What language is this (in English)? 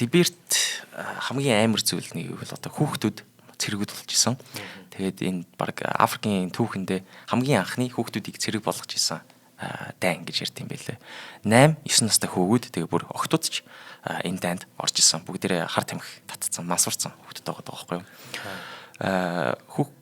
Mongolian